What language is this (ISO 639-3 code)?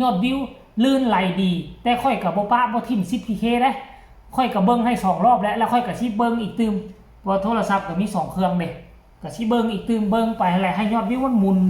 tts